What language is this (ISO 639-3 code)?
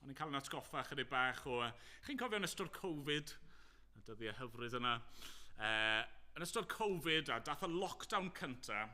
cym